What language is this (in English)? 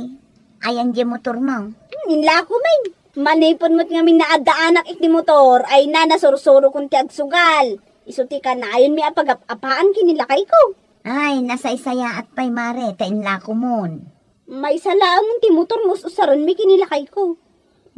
Iloko